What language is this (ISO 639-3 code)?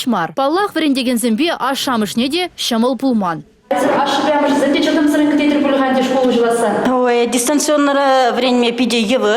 chv